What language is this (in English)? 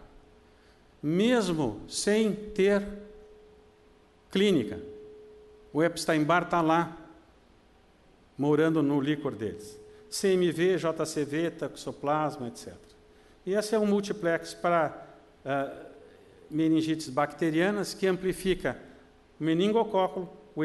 Portuguese